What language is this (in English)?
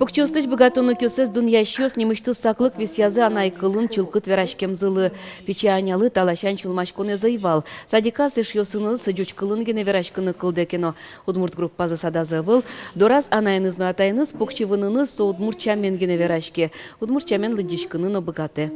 Udmurt